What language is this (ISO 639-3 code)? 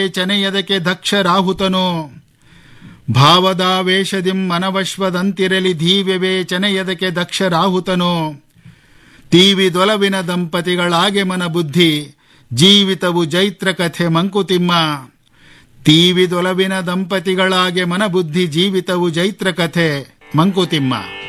kan